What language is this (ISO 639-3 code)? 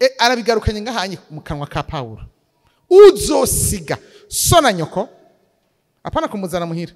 run